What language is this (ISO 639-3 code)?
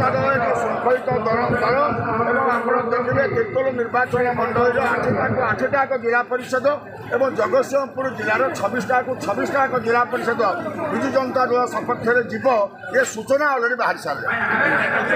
ori